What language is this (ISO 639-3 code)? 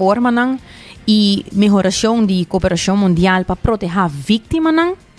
pap